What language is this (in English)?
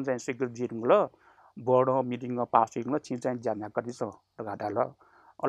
Newari